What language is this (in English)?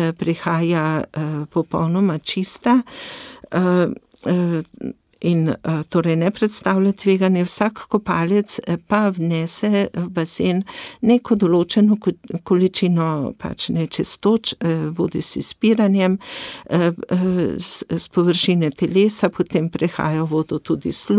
Slovenian